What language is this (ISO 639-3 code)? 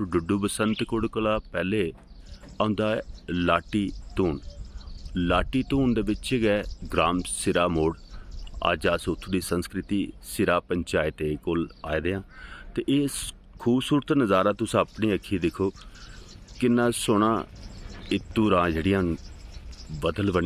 doi